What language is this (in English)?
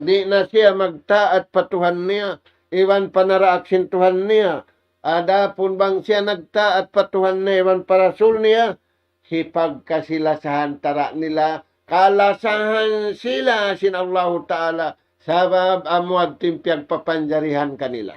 Tausug